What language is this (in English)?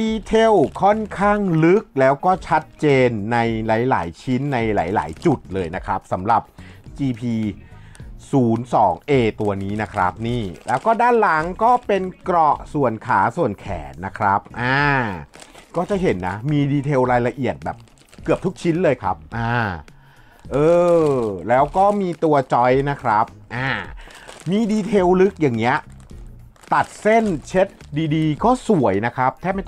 Thai